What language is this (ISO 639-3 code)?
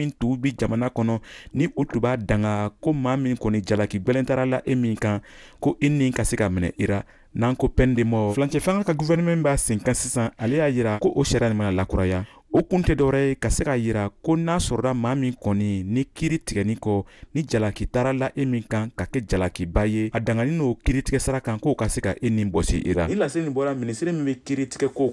bam